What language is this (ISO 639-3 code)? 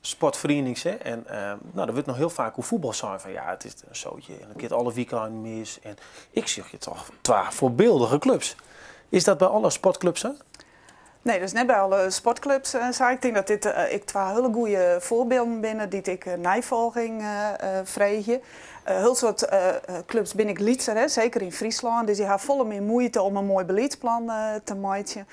fry